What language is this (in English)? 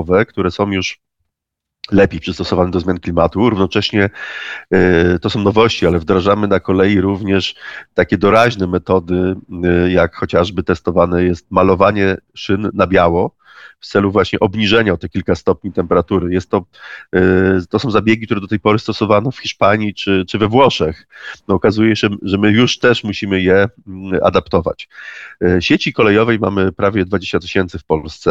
Polish